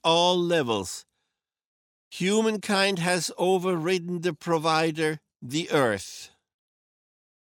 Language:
English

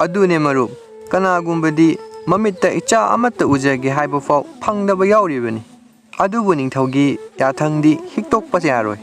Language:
Manipuri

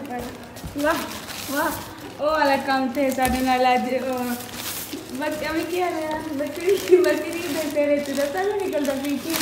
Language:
Saraiki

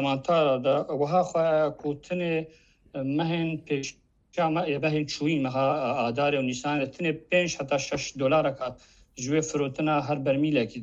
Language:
Kurdish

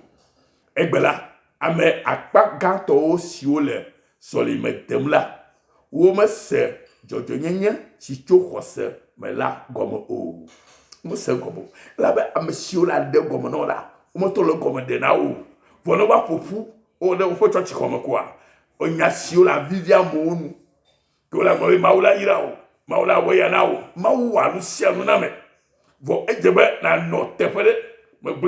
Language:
Ewe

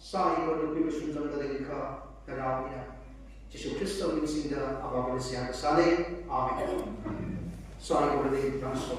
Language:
Tangkhul Naga (India)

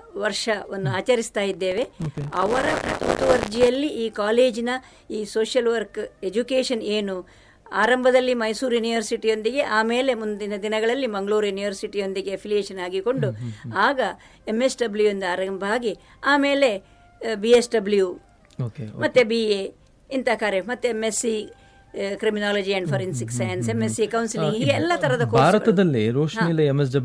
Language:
Kannada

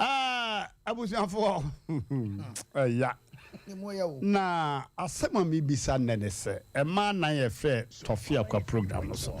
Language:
Akan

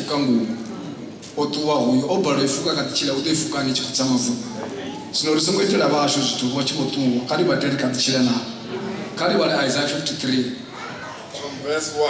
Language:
Venda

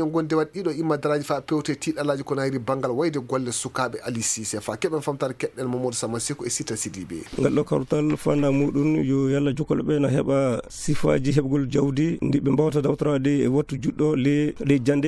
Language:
Fula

